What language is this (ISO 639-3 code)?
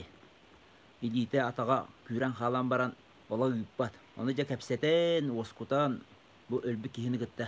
sah